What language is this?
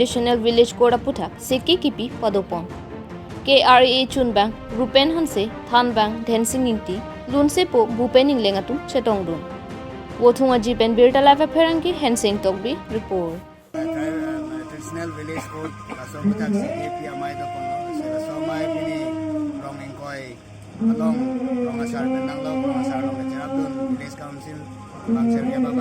Karbi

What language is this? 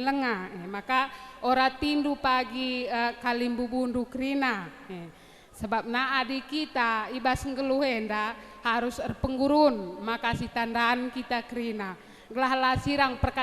Batak Karo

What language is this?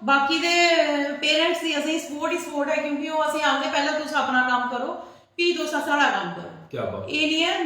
Dogri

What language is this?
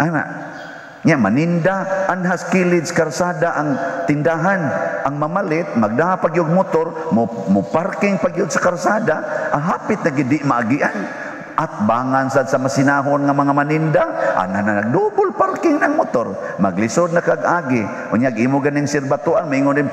Cebuano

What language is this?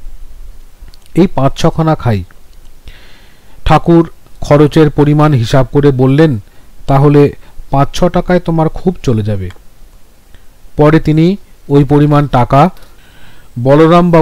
Bangla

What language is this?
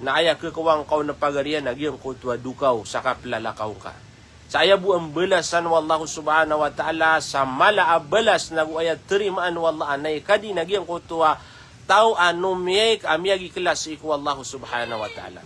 Maranao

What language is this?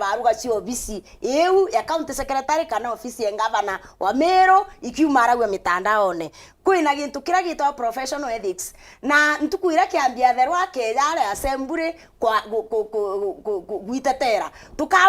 Meru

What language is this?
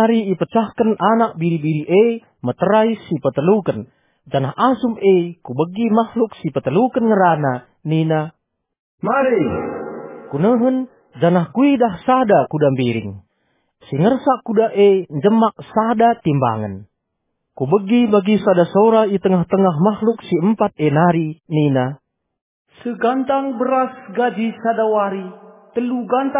Batak Karo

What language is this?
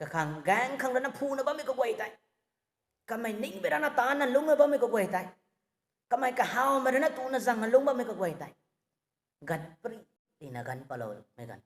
Rongmei Naga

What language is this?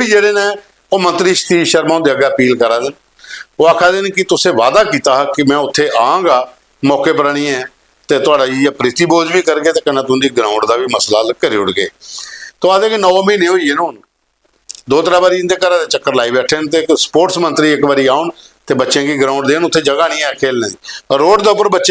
Dogri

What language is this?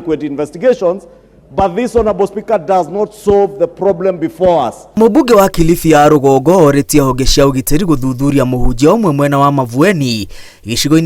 Kikuyu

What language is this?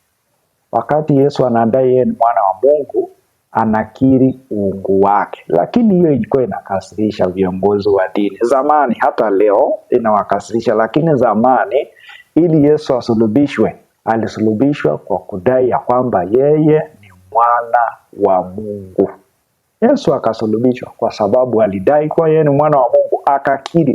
Swahili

